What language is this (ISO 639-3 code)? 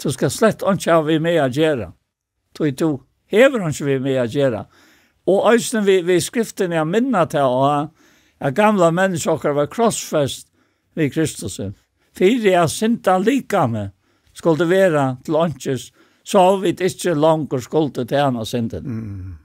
fao